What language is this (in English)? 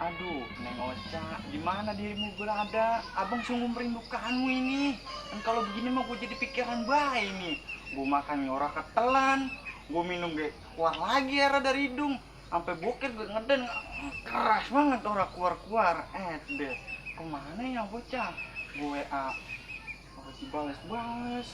Betawi